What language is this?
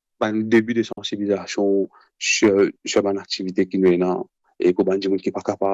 Morisyen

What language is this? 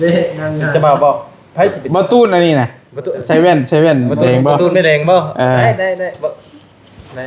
Northeastern Thai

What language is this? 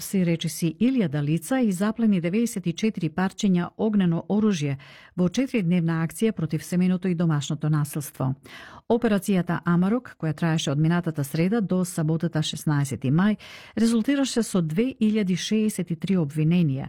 Macedonian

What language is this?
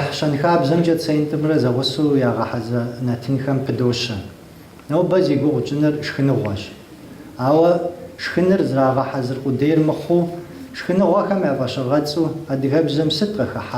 Kabardian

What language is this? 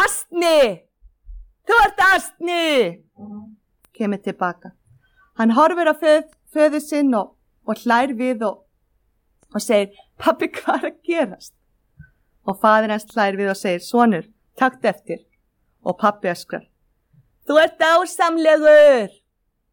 Icelandic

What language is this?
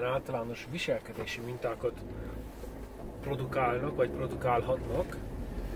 Hungarian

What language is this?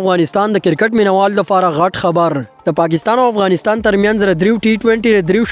Pashto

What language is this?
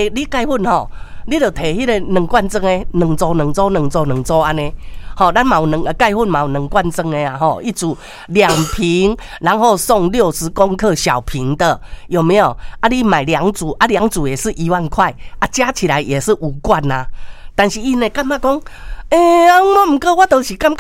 Min Nan Chinese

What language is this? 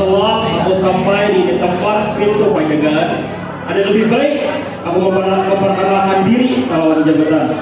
Banjar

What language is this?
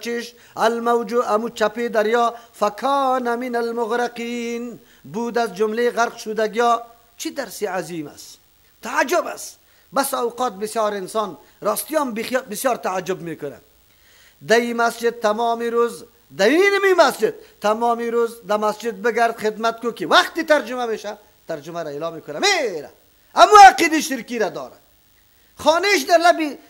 Persian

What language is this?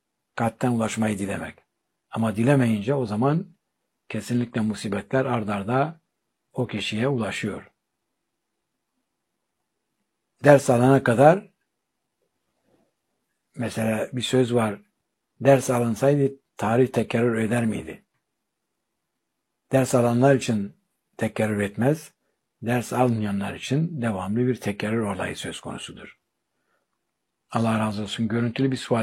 Turkish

